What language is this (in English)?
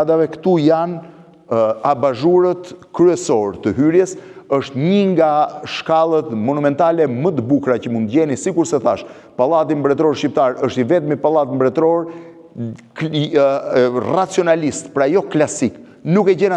Albanian